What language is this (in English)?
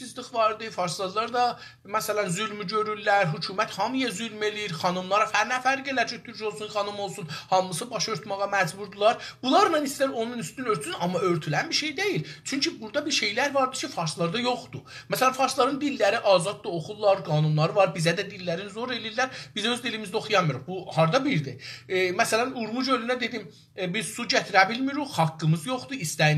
South Azerbaijani